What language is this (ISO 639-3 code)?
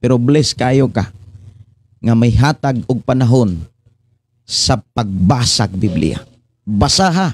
ceb